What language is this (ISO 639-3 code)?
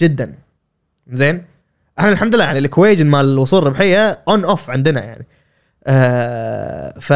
afb